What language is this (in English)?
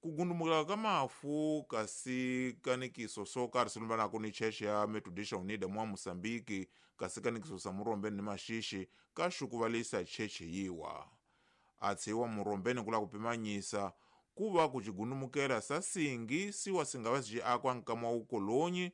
Tsonga